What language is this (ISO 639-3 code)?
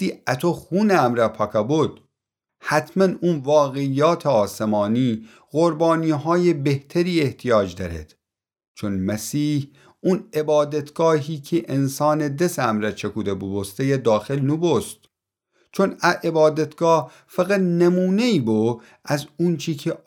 glk